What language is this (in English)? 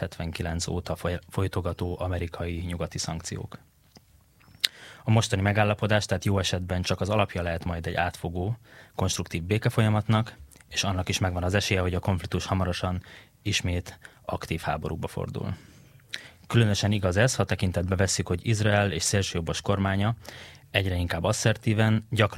Hungarian